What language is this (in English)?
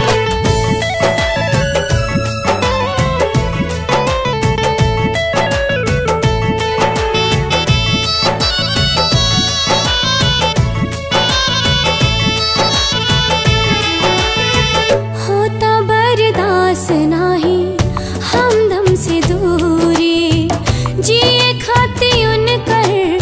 Bhojpuri